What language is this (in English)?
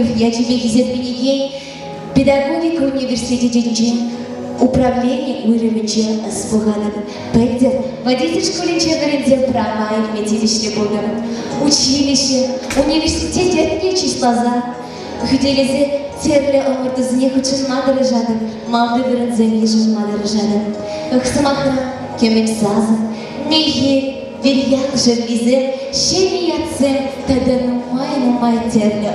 Chuvash